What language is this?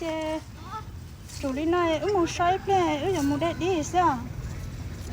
Hmong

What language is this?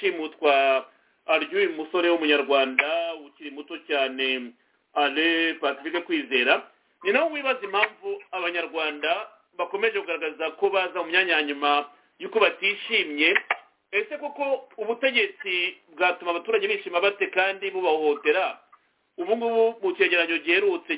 Kinyarwanda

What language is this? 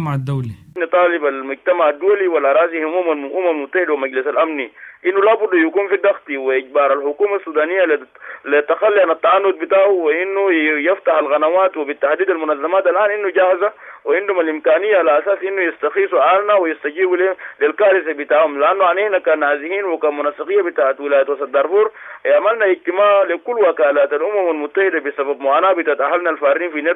Sudanese Arabic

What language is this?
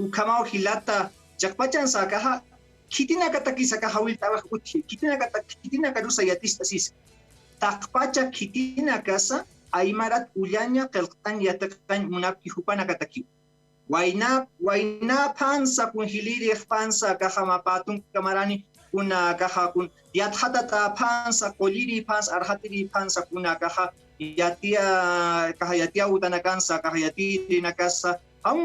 Aymara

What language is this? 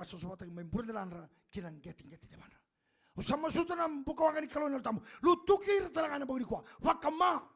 Fijian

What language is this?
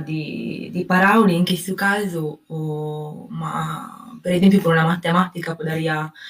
Sardinian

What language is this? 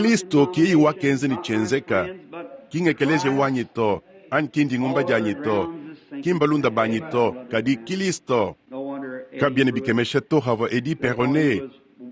Luba-Lulua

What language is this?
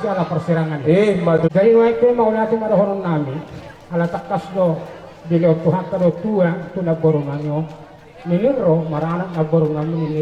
Batak Toba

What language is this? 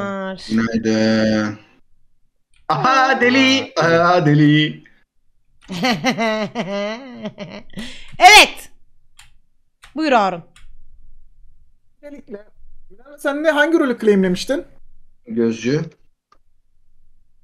Turkish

